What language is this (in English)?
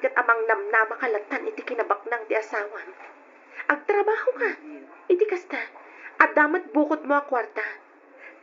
Iloko